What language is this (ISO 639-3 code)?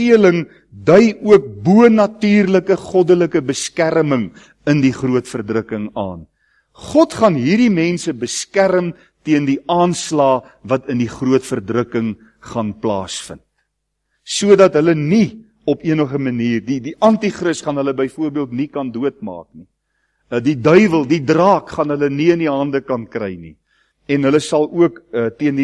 afr